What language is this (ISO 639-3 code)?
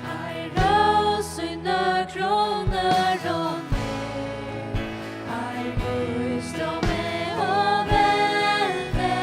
fao